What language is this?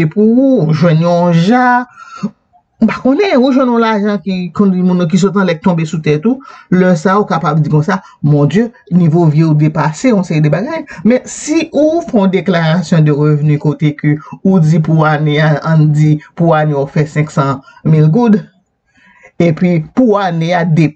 Haitian Creole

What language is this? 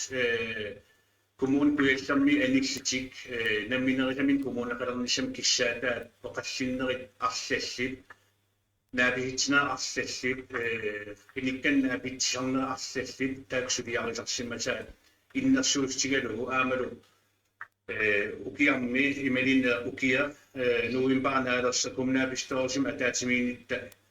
Kalaallisut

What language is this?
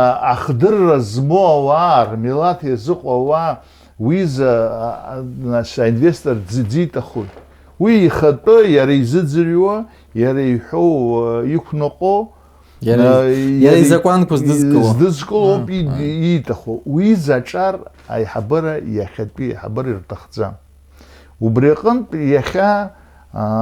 Abkhazian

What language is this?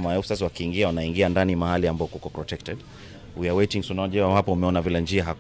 Kamba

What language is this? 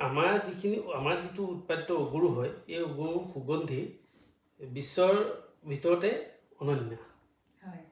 Assamese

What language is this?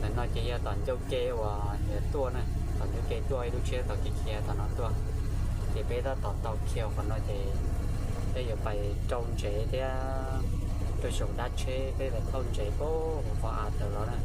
Hmong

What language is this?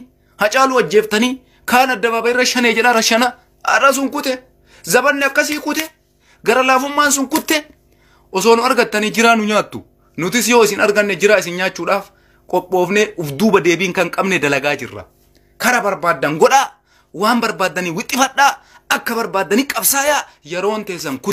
Oromo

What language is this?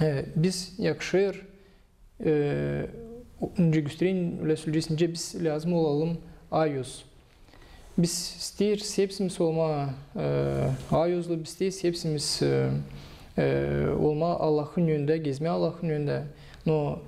Gagauz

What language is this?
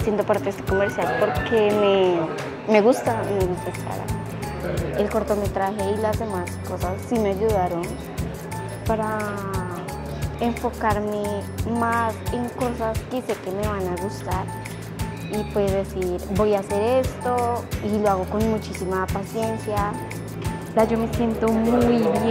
Spanish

